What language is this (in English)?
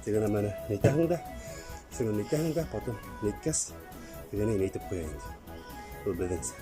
Bashkir